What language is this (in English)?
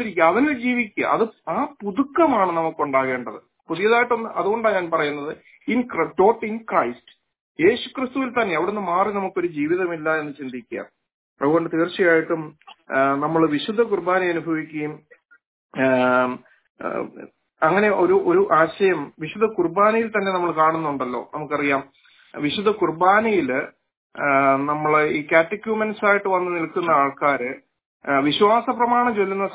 Malayalam